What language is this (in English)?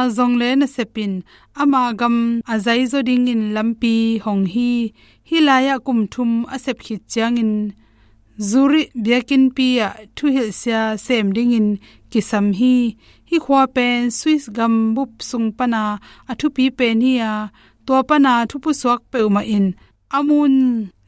Tedim Chin